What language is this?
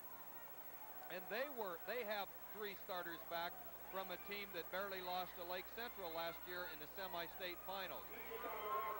English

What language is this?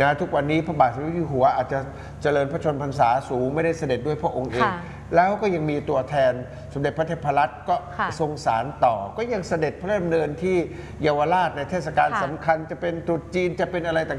Thai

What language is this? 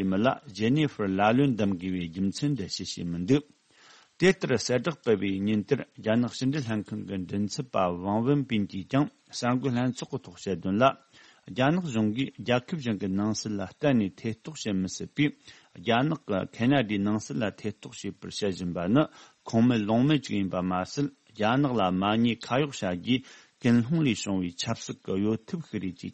Tibetan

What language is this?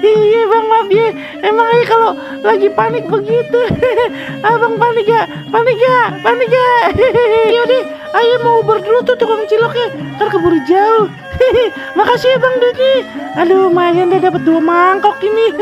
Betawi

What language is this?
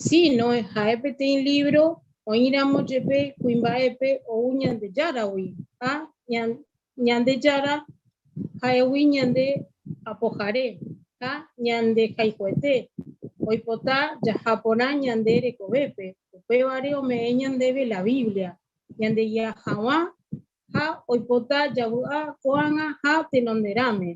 Guarani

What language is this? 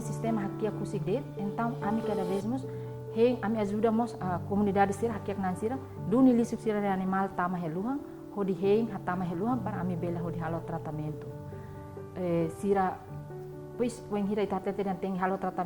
Tetum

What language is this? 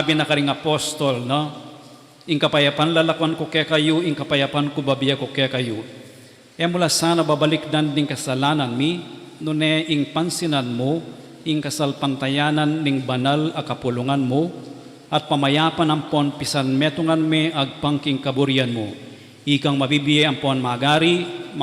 Pampanga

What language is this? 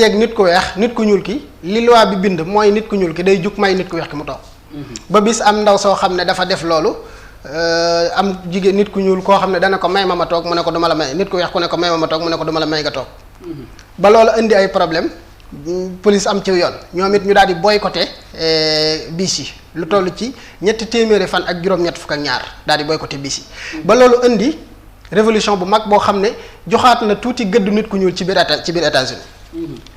Wolof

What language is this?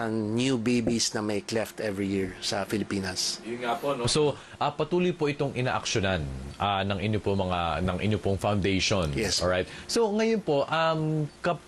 Filipino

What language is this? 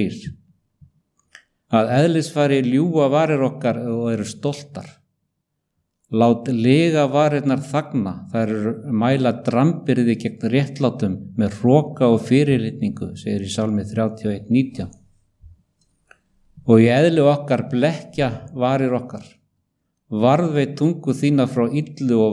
Icelandic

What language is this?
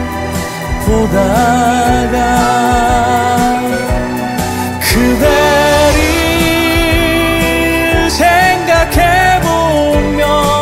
Korean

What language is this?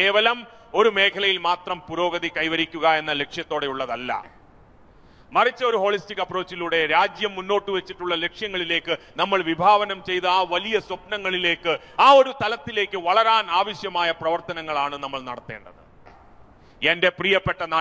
Malayalam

